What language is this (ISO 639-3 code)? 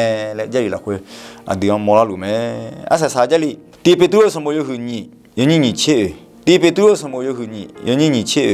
ahk